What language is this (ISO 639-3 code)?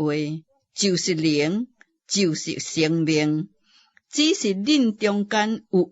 nan